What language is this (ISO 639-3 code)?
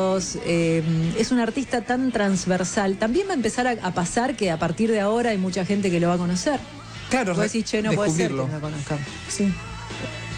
spa